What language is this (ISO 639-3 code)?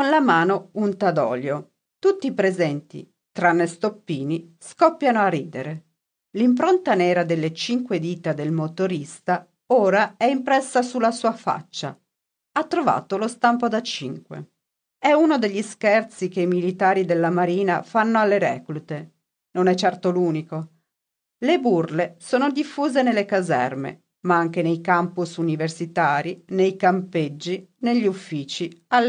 ita